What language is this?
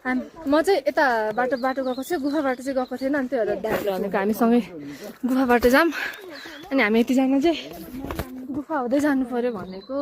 Nepali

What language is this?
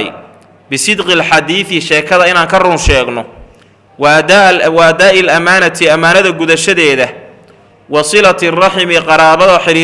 Somali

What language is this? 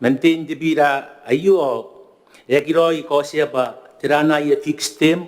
Gilbertese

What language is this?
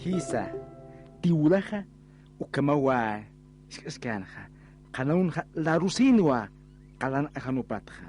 Aymara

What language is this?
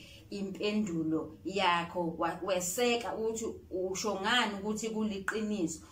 Zulu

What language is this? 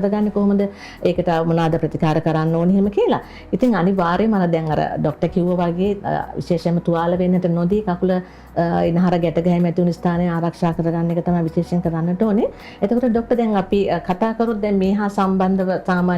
Sinhala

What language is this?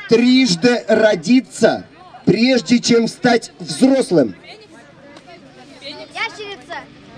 Russian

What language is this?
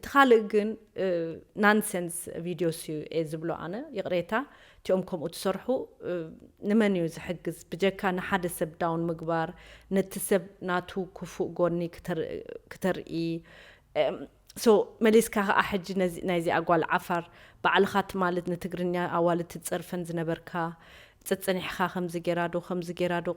Tigrinya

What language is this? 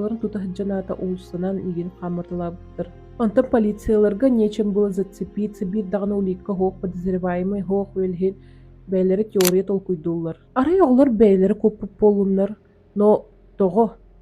Yakut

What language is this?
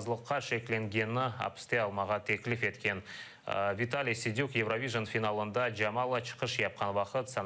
Crimean Tatar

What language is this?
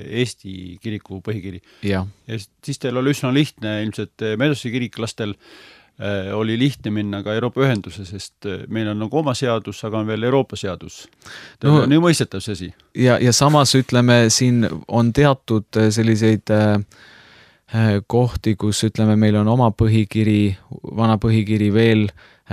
Estonian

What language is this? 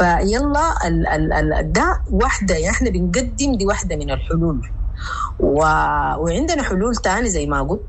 Sudanese Arabic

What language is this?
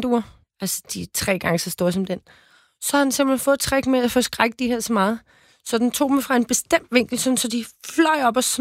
Danish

